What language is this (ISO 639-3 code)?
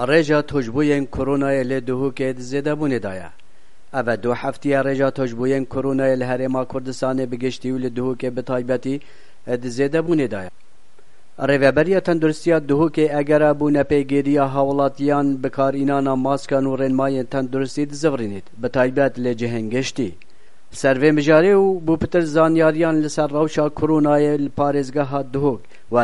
kur